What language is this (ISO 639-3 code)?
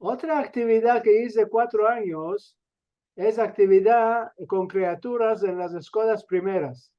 lad